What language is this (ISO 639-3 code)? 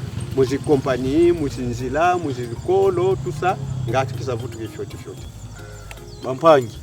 kon